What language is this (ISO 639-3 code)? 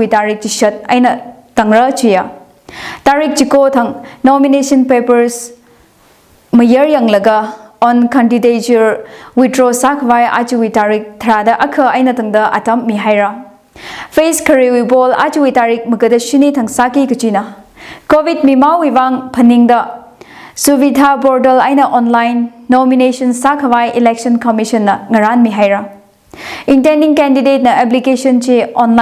nmf